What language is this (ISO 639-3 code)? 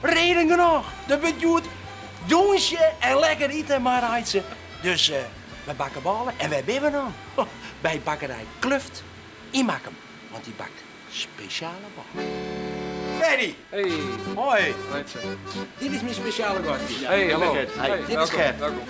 fry